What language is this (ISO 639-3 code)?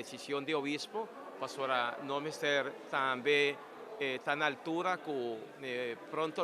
pap